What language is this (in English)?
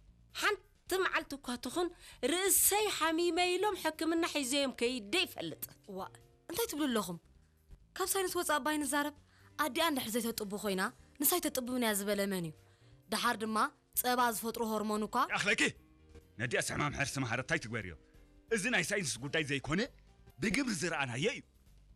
Tigrinya